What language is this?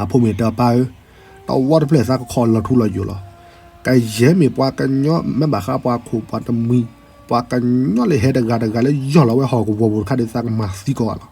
S'gaw Karen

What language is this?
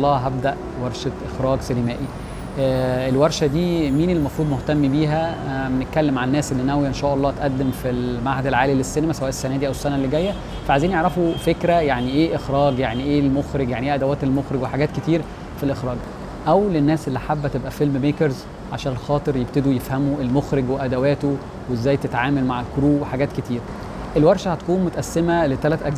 Egyptian Arabic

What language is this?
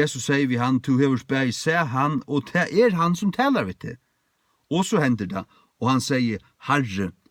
Faroese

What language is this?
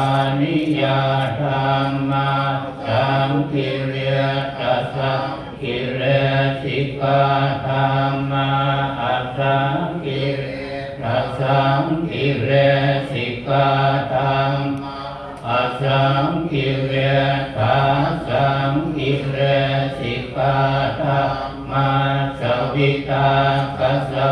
Pali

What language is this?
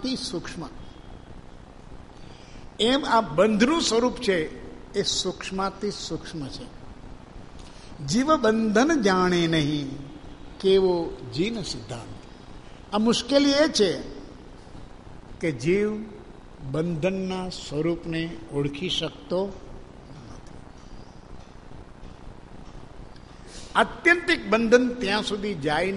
Gujarati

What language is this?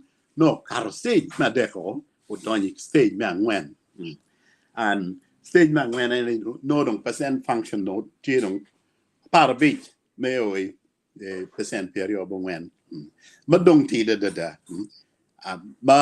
Acoli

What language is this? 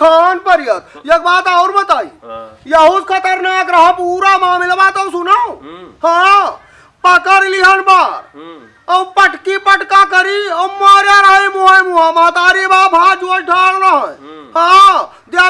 Awadhi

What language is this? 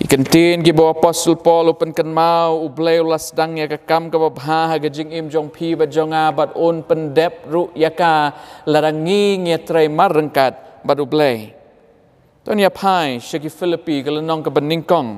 Khasi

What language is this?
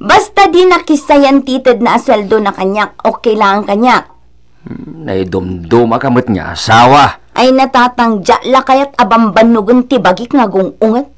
Iloko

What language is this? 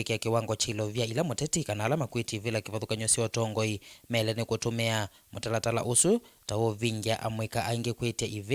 Kamba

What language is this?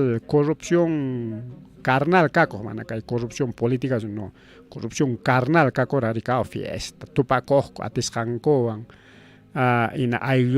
Ayacucho Quechua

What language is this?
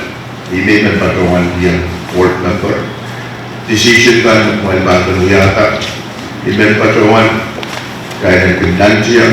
Pohnpeian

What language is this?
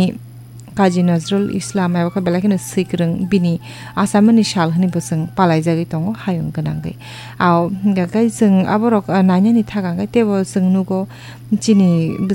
Kok Borok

